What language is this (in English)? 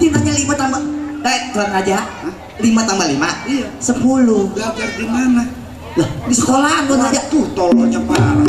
Betawi